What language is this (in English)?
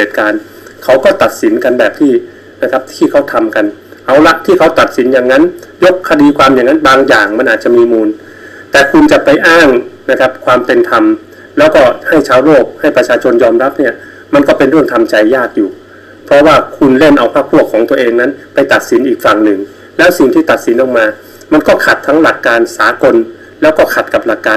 Thai